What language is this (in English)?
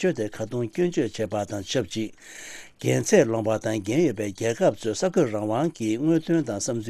Tibetan